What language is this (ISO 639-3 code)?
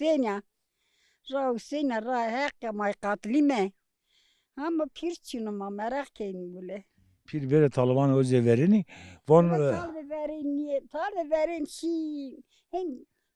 zza